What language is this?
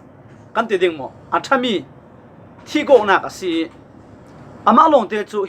Falam Chin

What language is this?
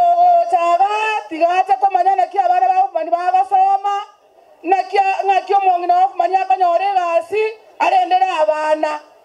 Gusii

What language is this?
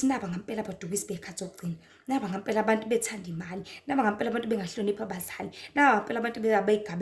Zulu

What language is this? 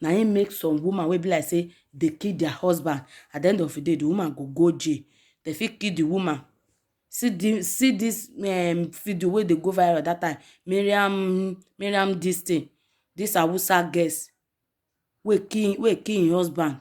Nigerian Pidgin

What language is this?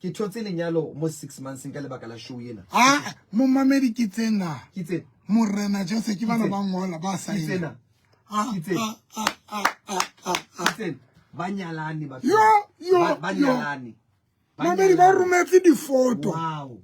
Southern Sotho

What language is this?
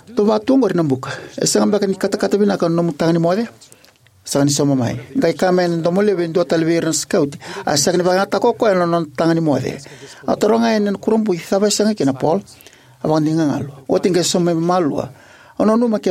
Fijian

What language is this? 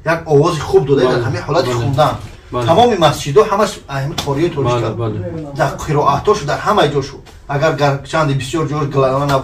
Tajik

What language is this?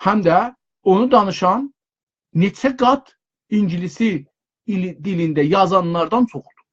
South Azerbaijani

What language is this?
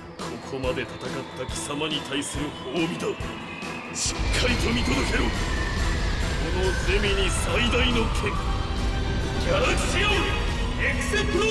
Japanese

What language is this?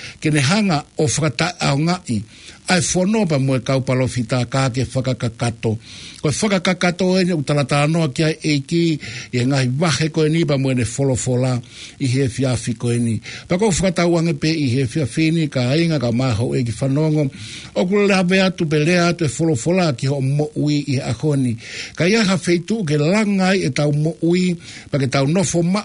Tongan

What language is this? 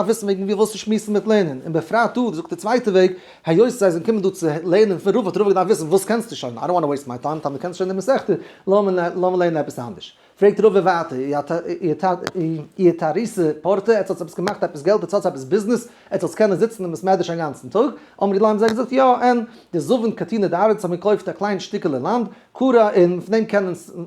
Yiddish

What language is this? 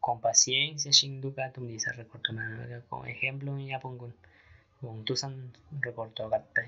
Aguaruna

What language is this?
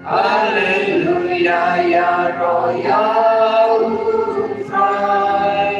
Khasi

